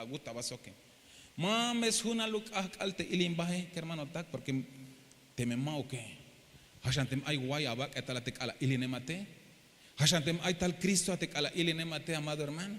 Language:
Tzeltal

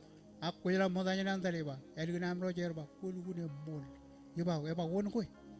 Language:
Marshallese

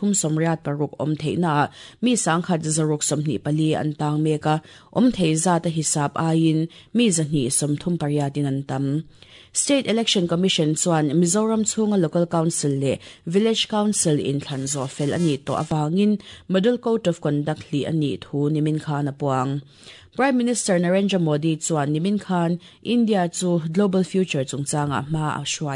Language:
Mizo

